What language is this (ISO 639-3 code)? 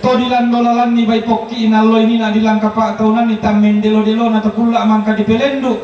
sda